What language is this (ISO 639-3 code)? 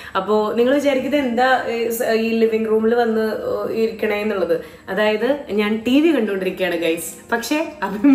mal